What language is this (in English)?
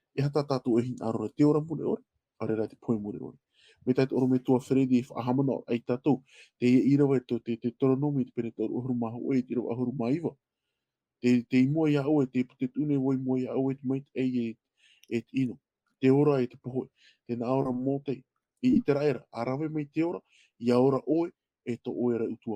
Tahitian